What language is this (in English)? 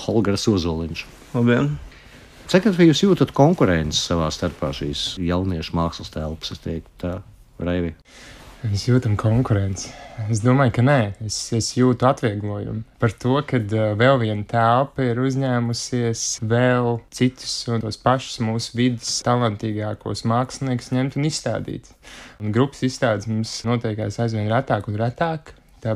Latvian